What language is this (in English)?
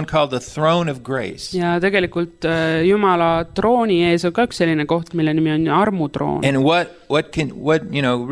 Estonian